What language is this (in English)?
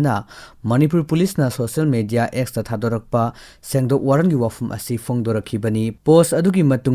Manipuri